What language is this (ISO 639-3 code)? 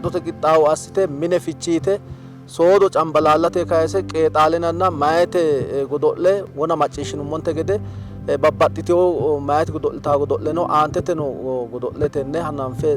sid